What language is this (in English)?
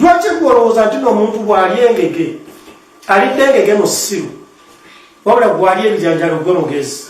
Ganda